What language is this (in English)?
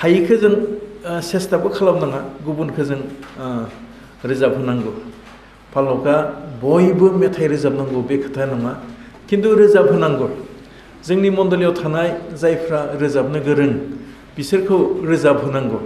Bodo